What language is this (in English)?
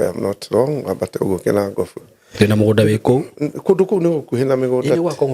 Kikuyu